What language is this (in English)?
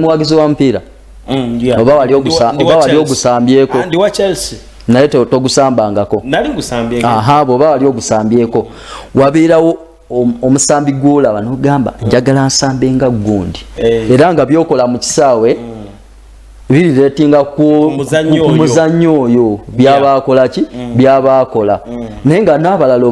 Ganda